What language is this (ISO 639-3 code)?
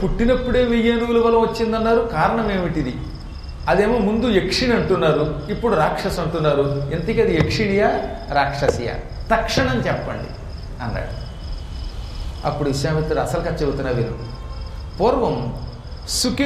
tel